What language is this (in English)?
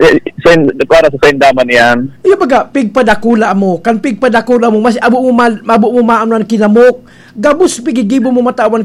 Bikol